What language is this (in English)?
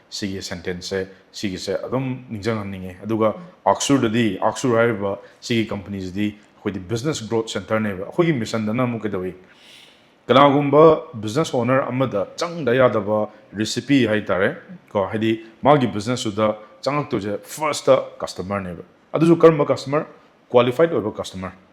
Manipuri